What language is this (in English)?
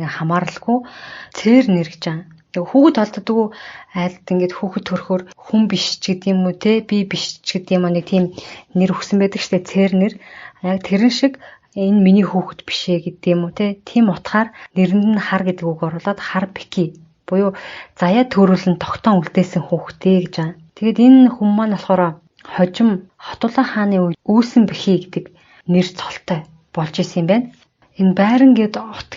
Mongolian